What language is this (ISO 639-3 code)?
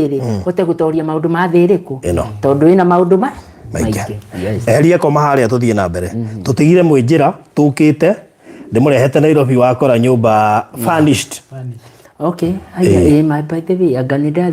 kik